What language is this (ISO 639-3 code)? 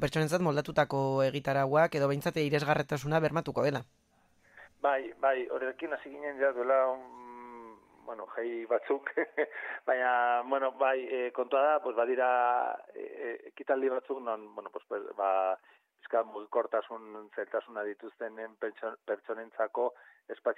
eus